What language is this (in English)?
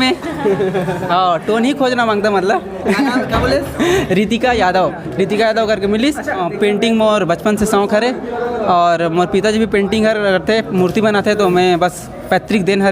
Chhattisgarhi